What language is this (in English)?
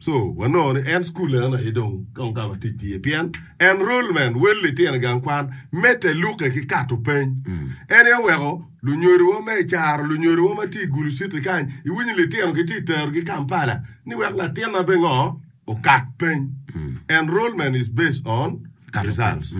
Acoli